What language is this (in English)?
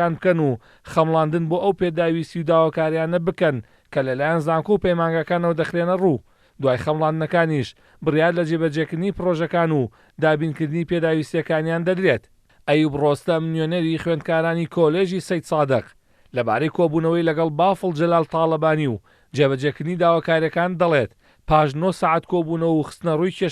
Central Kurdish